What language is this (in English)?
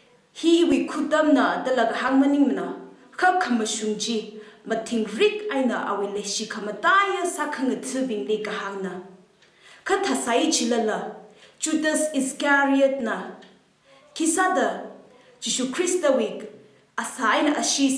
Tangkhul Naga (India)